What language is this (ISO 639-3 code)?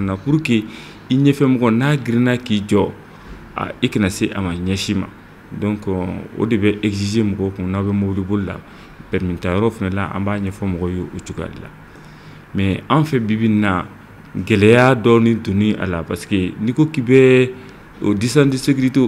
bam